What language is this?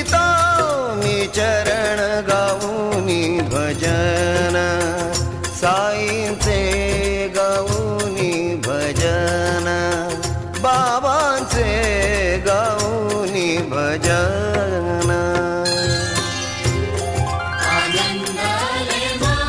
Marathi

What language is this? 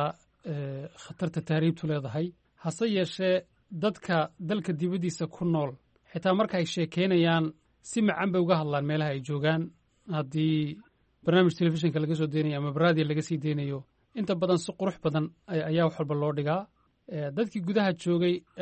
Somali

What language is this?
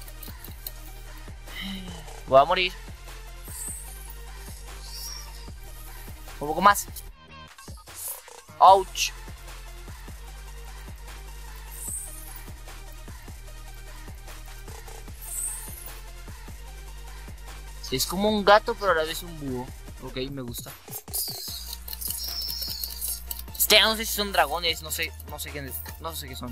Spanish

